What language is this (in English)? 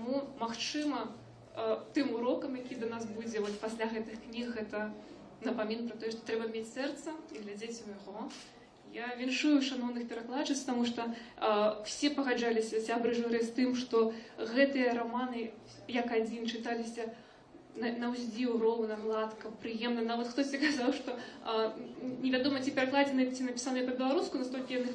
Belarusian